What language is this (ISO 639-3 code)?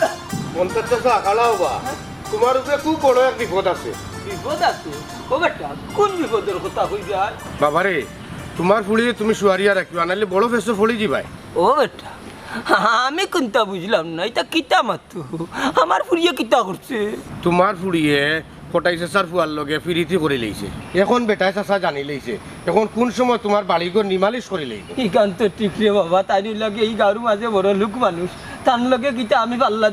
syl